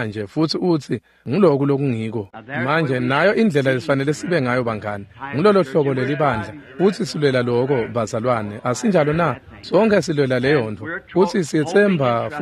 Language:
Swati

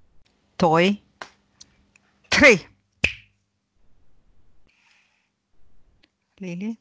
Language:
Romanian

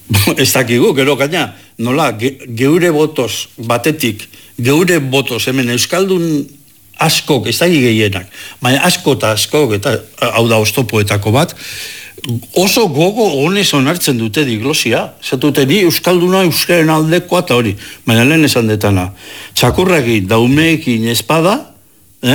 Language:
Basque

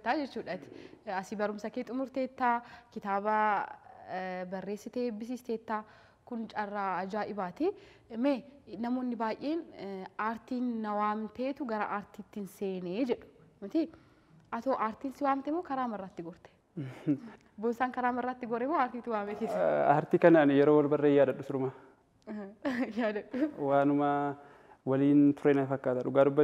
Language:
Oromo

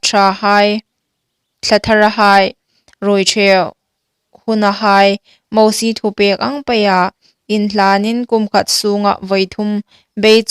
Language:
Hmar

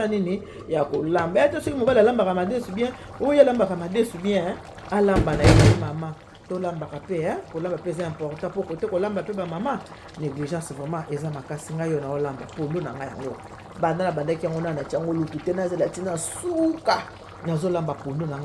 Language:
Lingala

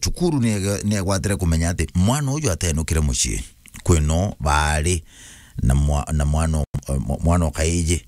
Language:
Meru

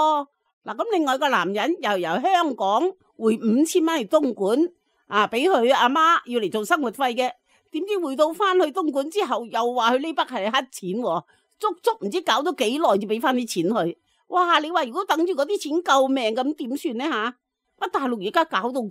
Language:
Cantonese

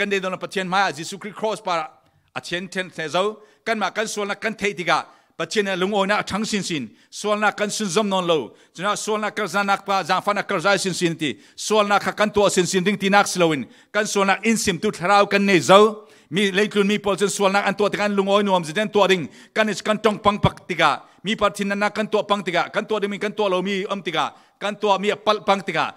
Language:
Falam Chin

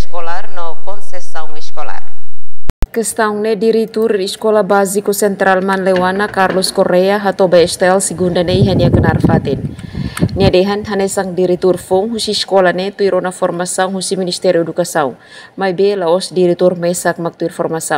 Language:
Tetum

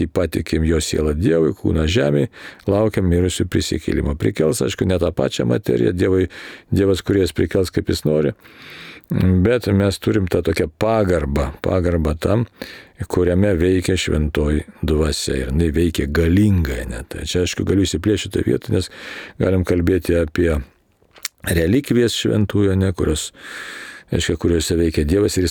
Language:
Lithuanian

